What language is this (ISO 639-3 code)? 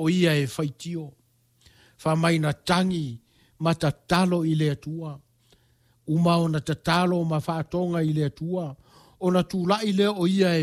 smo